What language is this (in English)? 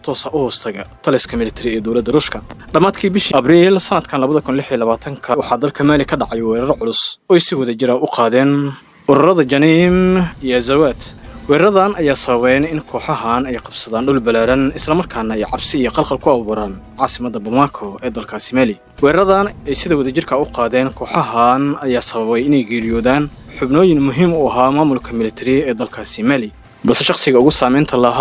Somali